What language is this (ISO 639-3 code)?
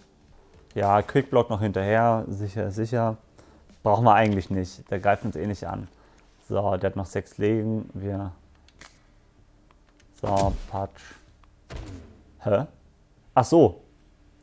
deu